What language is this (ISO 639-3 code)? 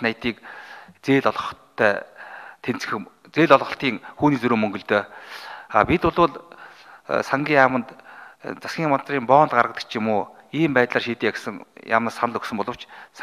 mon